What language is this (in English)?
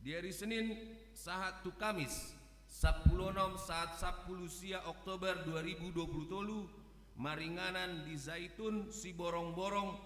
Batak Toba